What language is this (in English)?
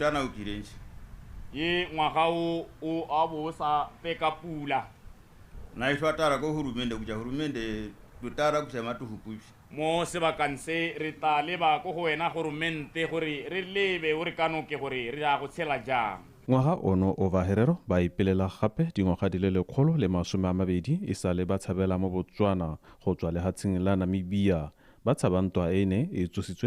Tswana